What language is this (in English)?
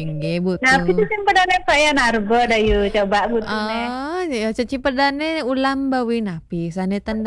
Balinese